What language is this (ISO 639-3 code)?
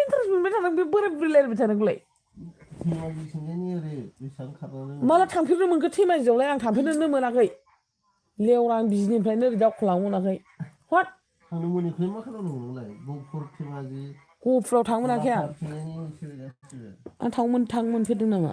brx